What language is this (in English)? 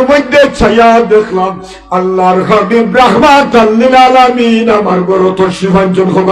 Sylheti